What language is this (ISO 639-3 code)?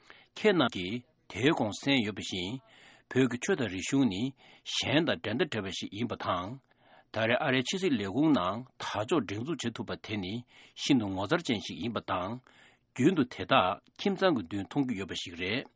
bod